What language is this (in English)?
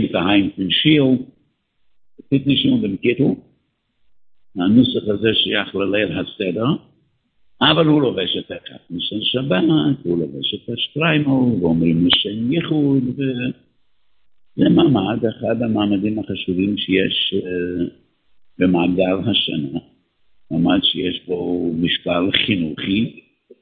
Hebrew